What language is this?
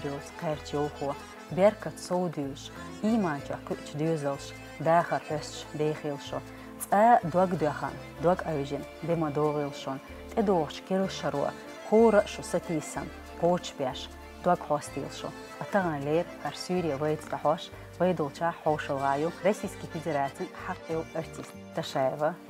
Chechen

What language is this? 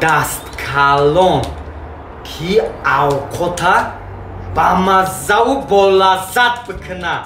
Tajik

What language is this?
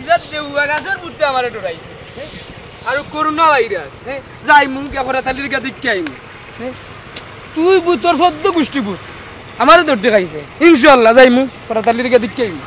Sylheti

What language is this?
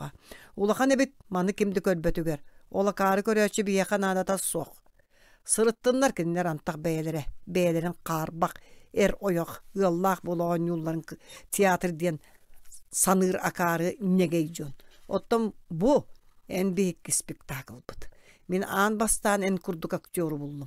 Yakut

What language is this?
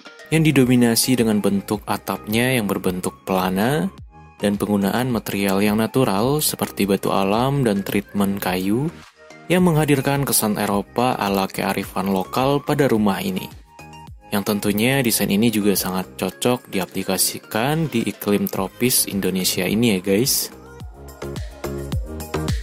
Indonesian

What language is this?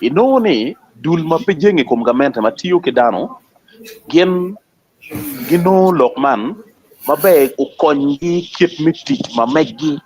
Acoli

